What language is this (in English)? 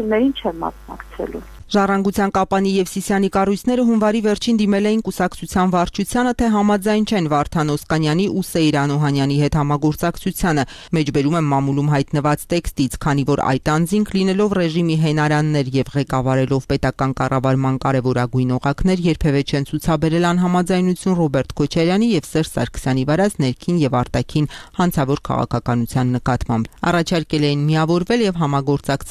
Armenian